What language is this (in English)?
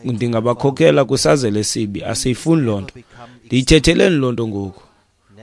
Xhosa